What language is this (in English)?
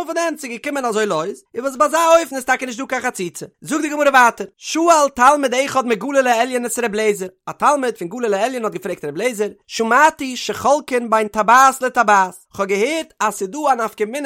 Yiddish